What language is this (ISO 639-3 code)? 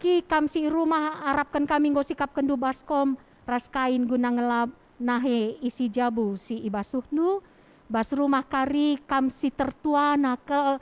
btx